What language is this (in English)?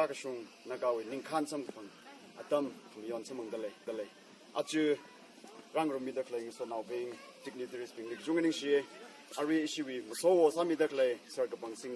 Tangkhul Naga (India)